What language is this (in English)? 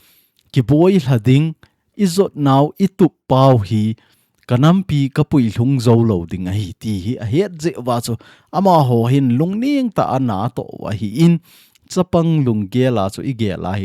Thado Chin